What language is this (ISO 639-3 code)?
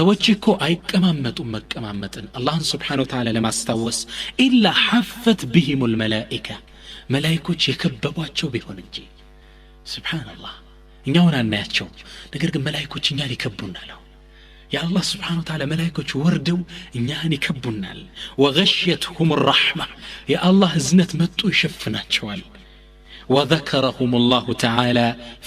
amh